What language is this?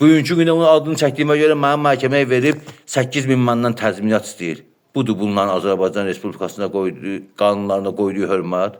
Azerbaijani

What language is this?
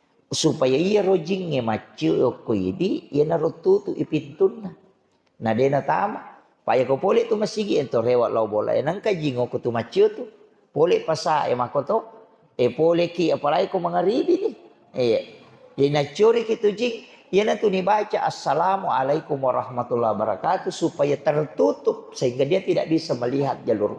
Buginese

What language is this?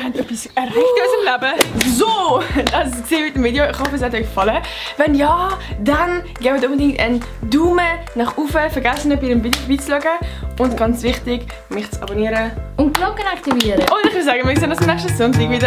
Swiss German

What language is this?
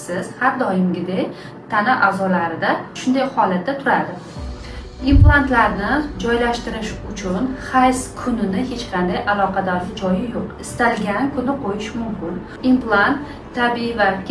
Uzbek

